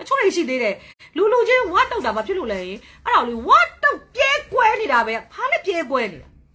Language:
Burmese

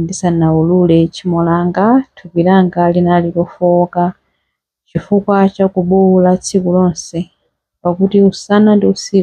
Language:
Nyanja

